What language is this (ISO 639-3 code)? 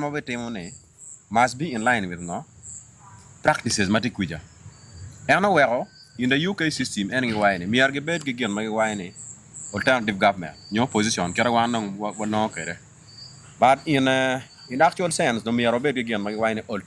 ach